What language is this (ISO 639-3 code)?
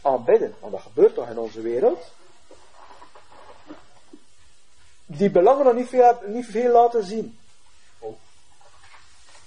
nld